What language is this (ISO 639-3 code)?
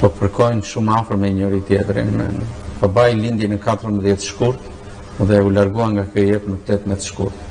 sqi